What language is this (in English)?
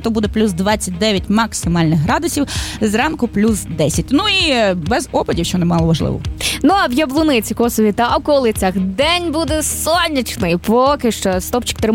Ukrainian